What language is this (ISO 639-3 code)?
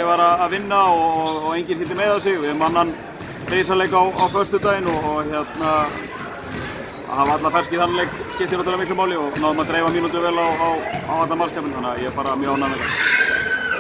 isl